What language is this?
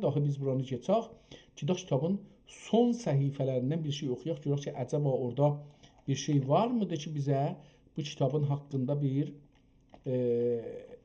South Azerbaijani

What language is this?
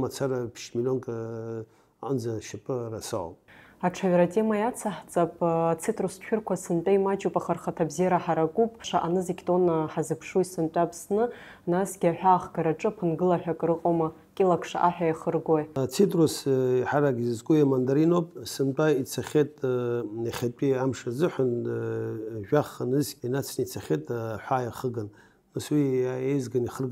Abkhazian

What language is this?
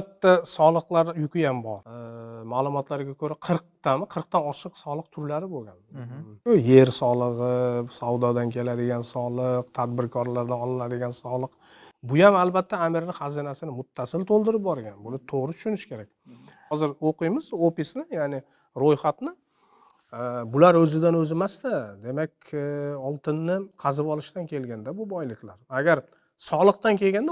Uzbek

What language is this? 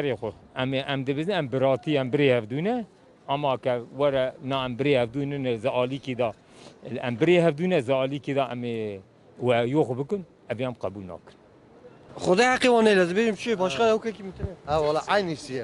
Kurdish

